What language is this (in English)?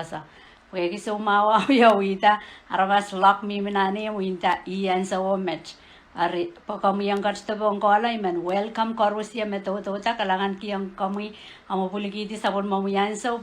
Pohnpeian